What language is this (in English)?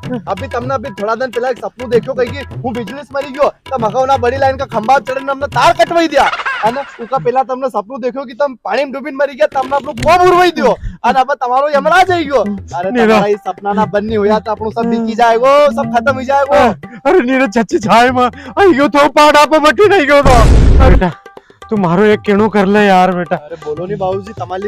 Rajasthani